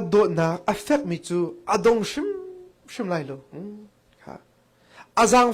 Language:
Hakha Chin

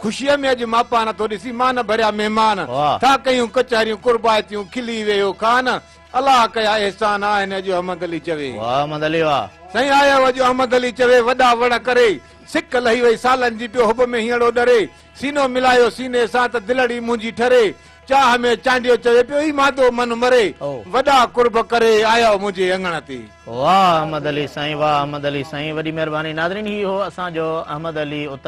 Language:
Sindhi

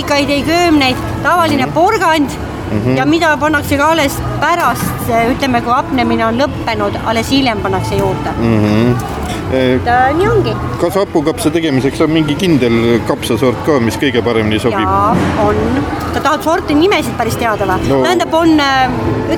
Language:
Estonian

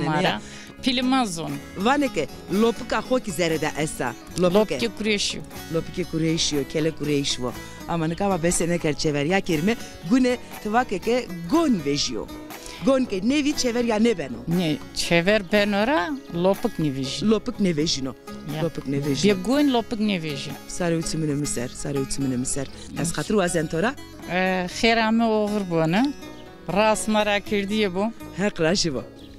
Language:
Zaza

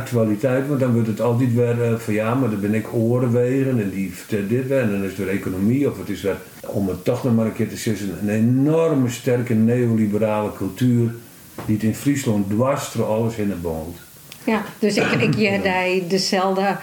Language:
Western Frisian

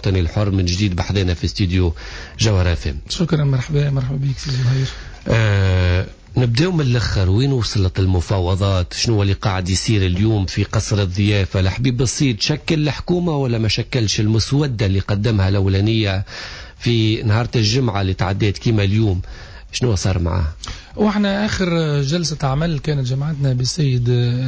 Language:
Tunisian Arabic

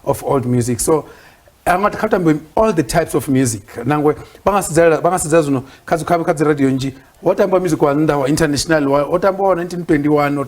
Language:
Venda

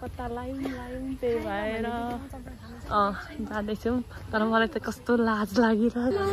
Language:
Nepali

